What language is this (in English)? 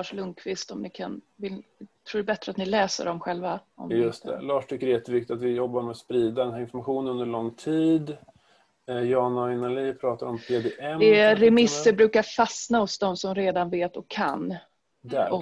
Swedish